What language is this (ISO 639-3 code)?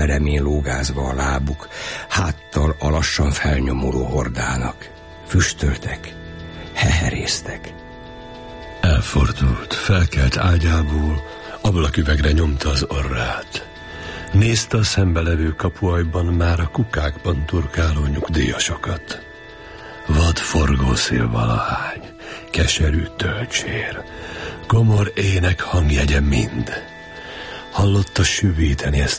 hun